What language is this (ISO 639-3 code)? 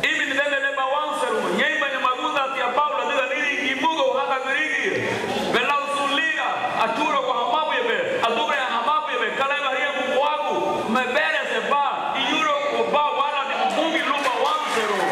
cab